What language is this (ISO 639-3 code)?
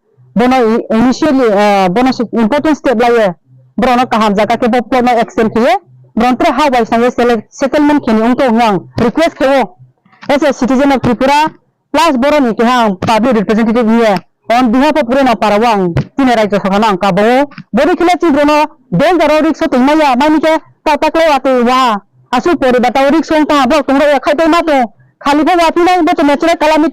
ria